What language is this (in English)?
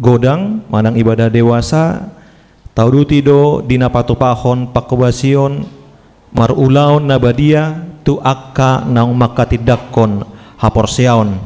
Batak Toba